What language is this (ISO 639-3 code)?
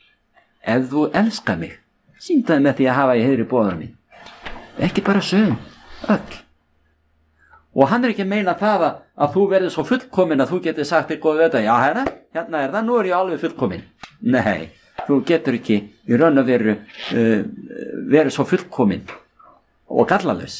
isl